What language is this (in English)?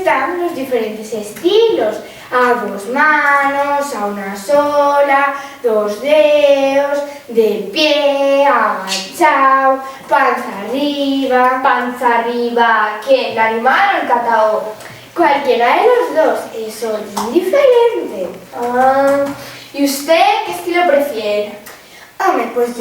Asturian